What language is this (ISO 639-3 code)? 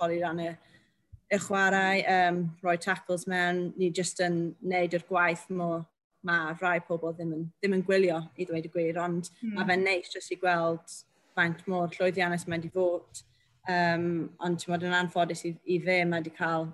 cym